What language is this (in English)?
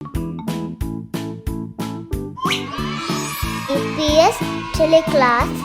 Divehi